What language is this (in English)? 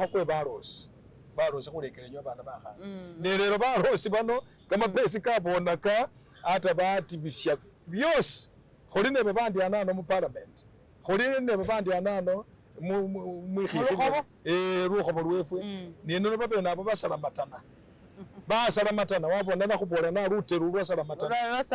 Masaaba